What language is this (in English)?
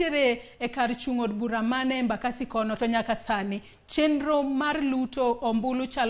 Luo (Kenya and Tanzania)